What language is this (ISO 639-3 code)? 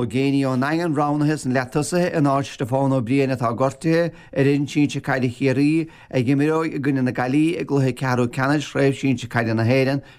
gle